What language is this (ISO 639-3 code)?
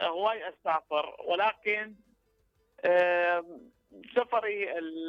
acm